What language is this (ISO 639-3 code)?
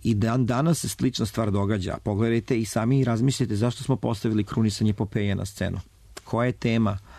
srp